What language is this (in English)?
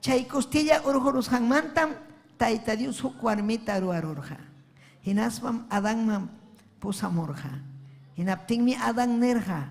Ayacucho Quechua